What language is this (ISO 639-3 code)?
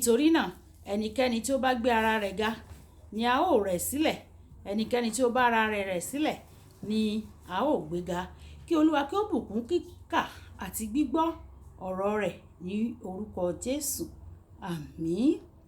yor